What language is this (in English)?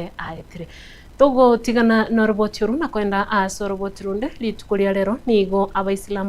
Gusii